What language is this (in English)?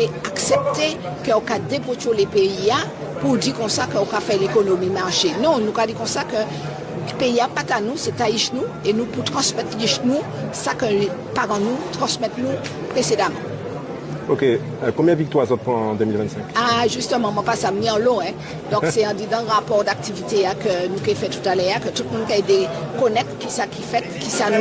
Guadeloupean Creole French